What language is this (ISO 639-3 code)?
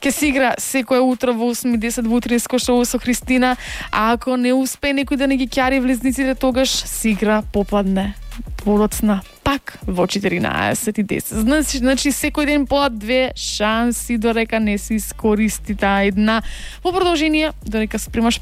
mkd